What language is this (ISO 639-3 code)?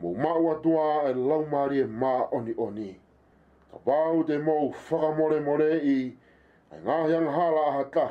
ton